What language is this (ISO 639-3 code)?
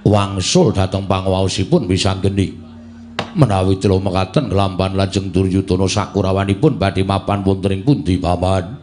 jav